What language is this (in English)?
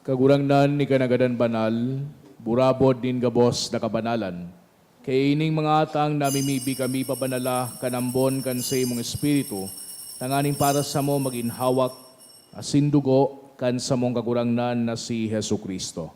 Bikol